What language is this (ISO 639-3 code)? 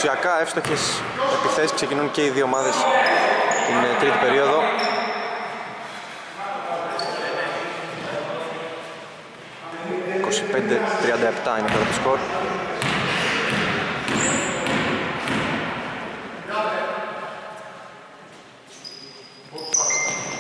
ell